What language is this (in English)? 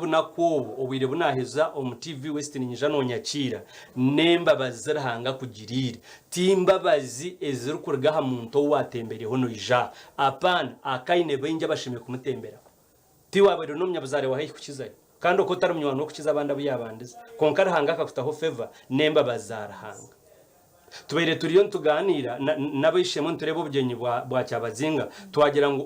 Nyankole